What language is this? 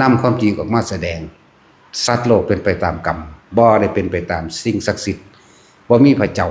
Northeastern Thai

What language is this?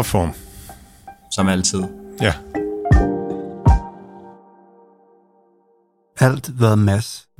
Danish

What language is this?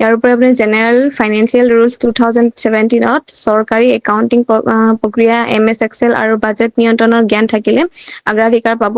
Assamese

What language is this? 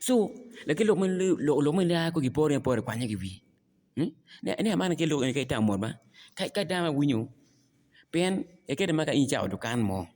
Acoli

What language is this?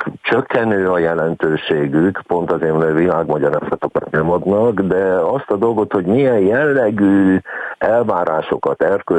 Hungarian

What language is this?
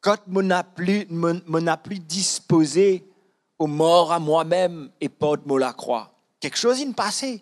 Morisyen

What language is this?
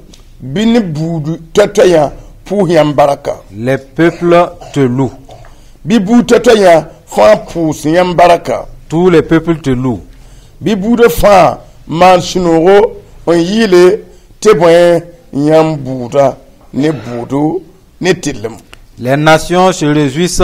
Mossi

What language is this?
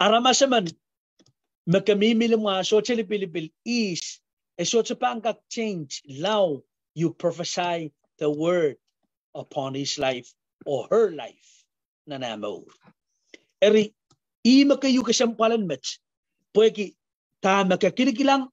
Pohnpeian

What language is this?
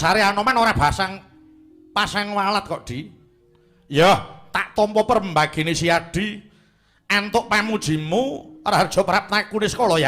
Javanese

